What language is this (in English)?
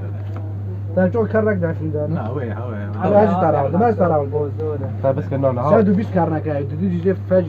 Kurdish